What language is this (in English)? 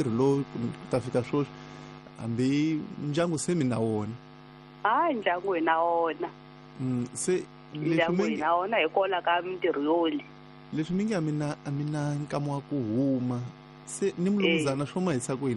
Tsonga